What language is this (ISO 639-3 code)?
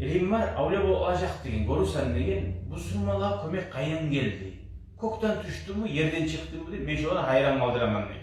kum